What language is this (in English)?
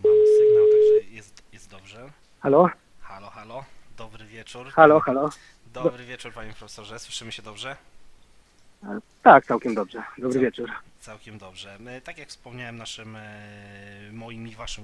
Polish